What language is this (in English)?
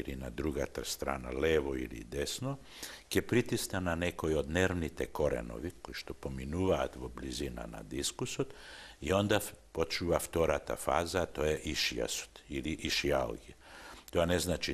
Macedonian